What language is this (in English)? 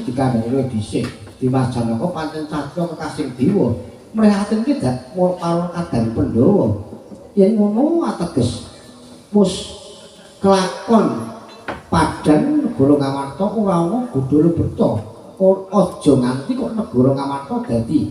Javanese